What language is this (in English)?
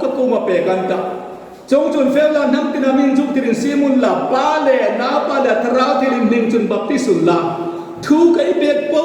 Hmar